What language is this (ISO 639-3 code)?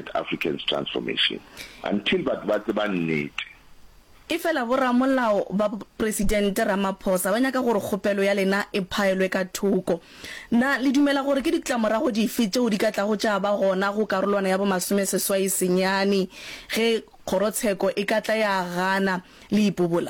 nso